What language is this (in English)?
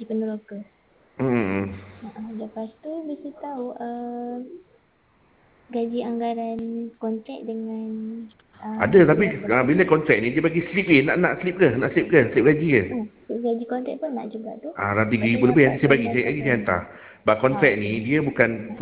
Malay